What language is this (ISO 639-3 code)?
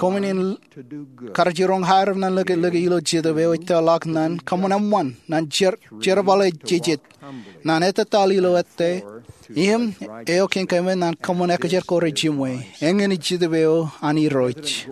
mah